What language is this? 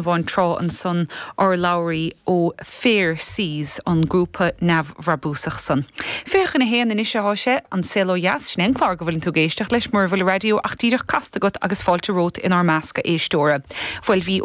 Irish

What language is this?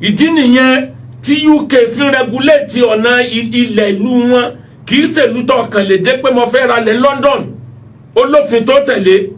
Yoruba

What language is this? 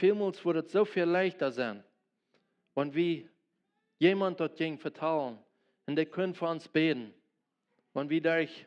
Plautdietsch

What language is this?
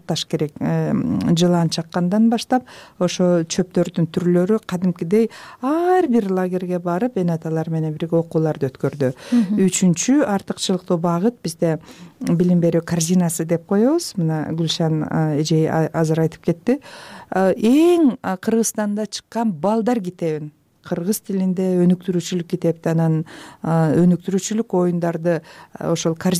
Kyrgyz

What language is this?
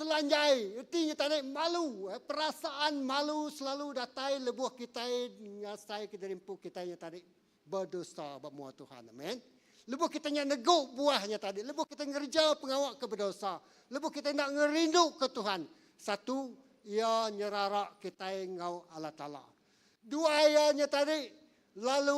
Iban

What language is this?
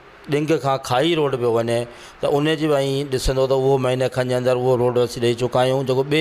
Sindhi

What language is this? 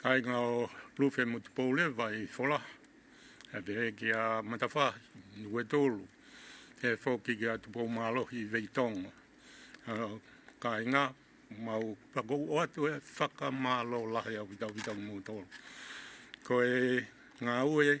Tongan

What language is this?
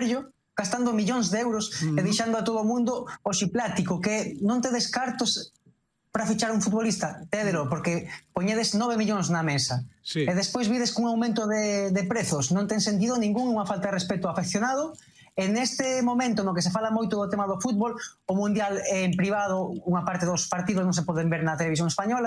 Galician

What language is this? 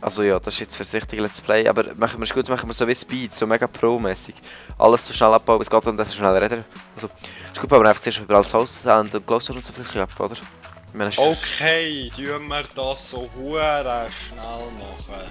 Swiss German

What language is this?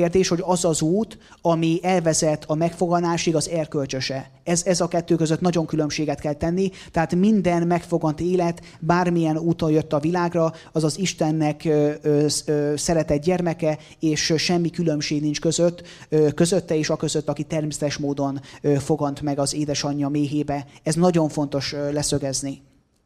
Hungarian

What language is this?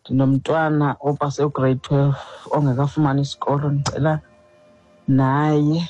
Xhosa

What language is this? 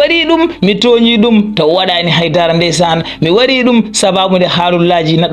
Fula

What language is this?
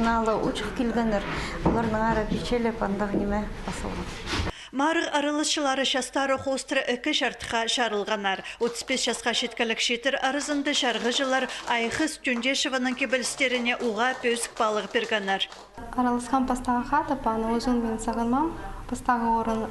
Khakas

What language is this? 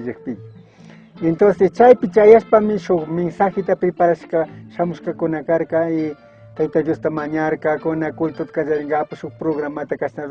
Chimborazo Highland Quichua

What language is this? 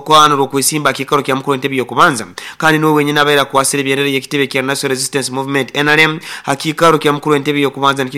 Nyoro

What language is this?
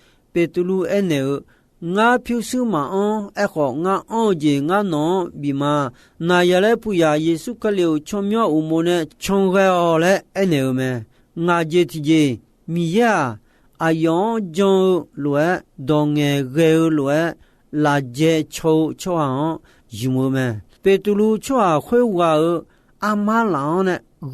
Akha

